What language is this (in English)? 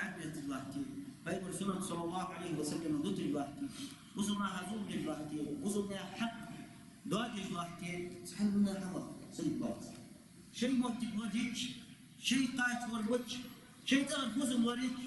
Ingush